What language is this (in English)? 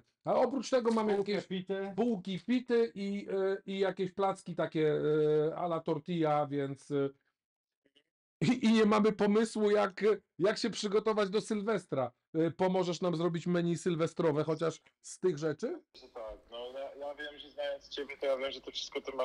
Polish